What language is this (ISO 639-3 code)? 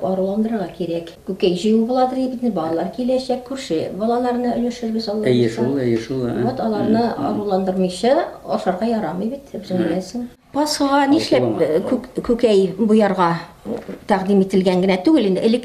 tat